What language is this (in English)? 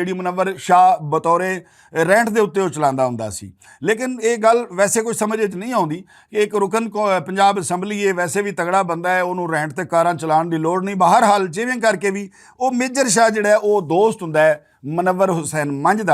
Western Panjabi